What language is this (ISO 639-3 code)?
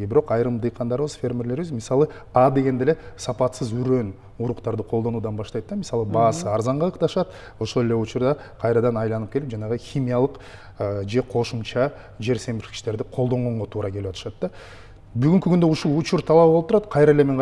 kir